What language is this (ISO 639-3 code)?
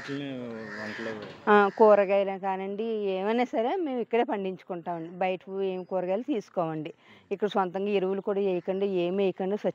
tel